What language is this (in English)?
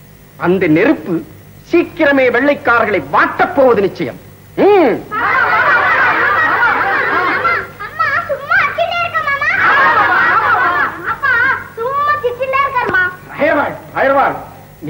Tamil